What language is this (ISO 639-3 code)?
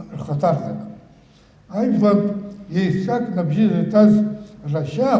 abk